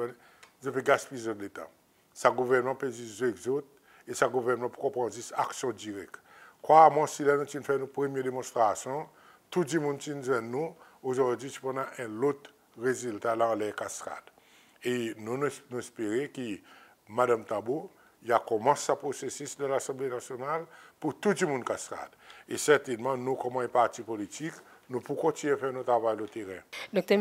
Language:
Seselwa Creole French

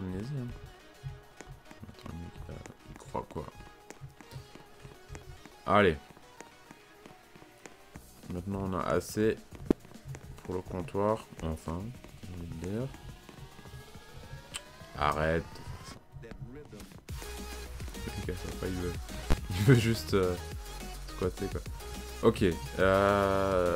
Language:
French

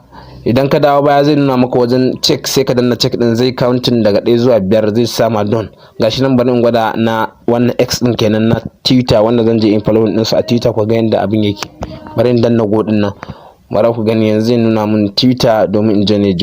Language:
Hausa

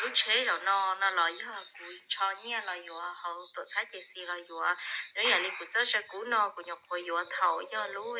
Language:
Hmong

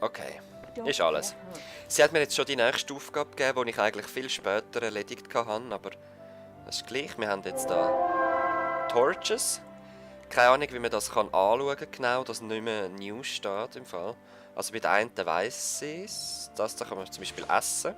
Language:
Swiss German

